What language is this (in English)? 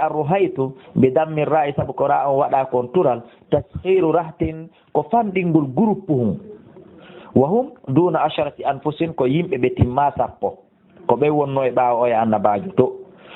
Fula